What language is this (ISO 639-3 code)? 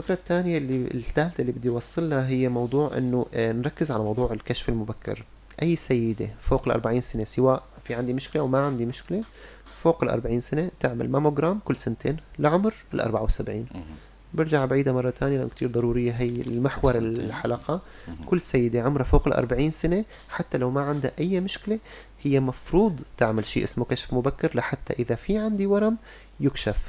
apc